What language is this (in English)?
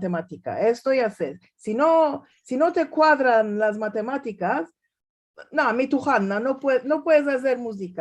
Ladino